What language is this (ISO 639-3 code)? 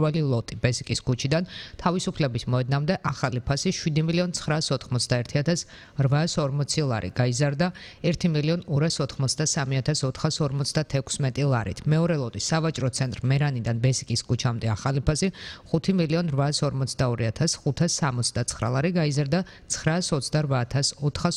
kat